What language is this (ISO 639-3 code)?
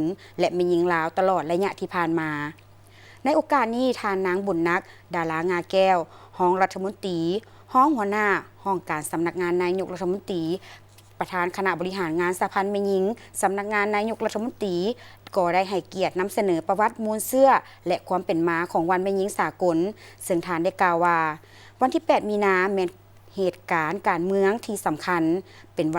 lao